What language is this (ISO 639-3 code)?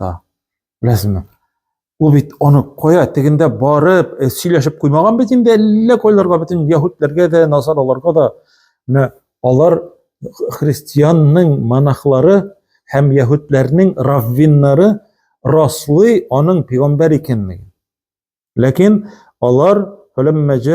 tat